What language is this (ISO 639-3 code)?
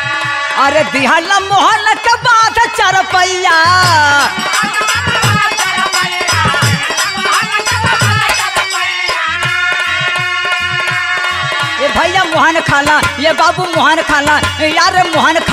bho